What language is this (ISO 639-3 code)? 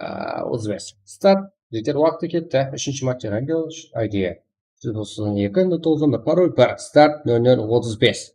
kaa